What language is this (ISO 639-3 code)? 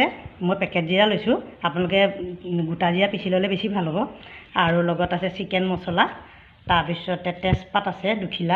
asm